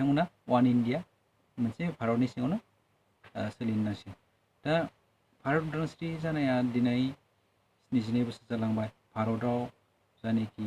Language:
Bodo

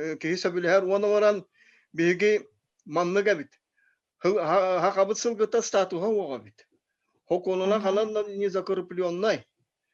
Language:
Yakut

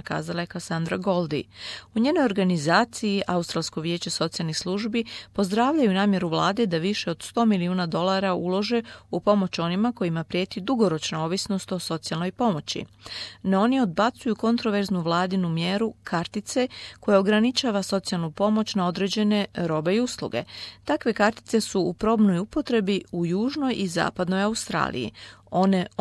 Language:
Croatian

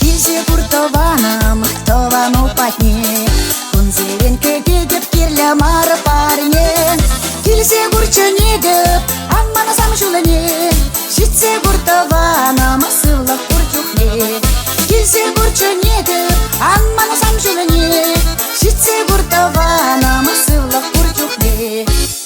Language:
Chuvash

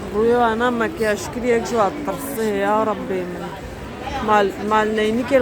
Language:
Kurdish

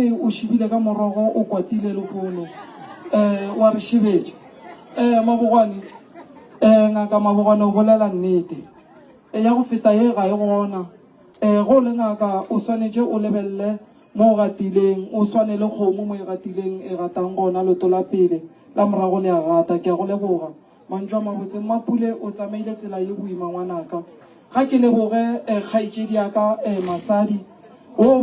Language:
Northern Sotho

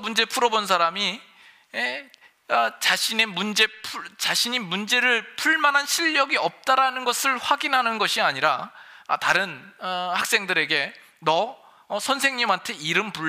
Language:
Korean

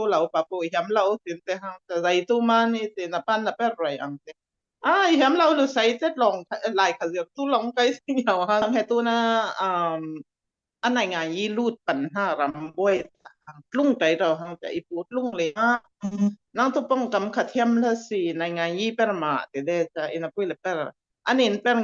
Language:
Falam Chin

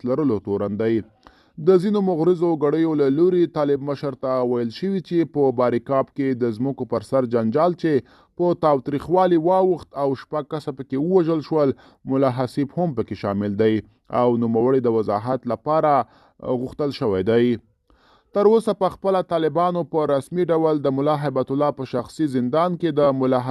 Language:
Pashto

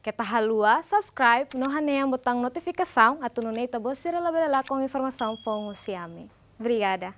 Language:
Tetum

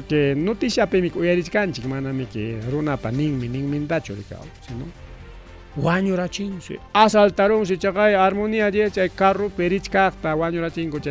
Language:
Ayacucho Quechua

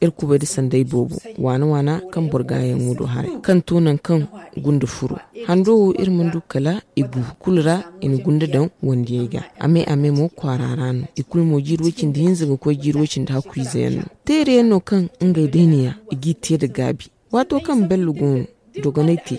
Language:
Zarma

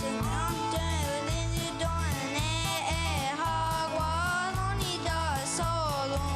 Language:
Mohawk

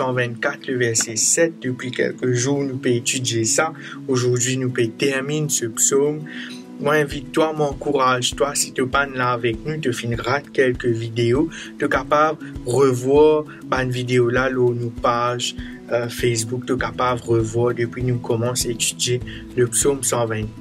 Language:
Morisyen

